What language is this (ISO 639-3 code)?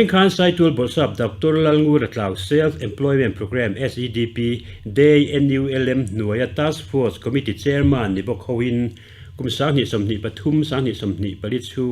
lus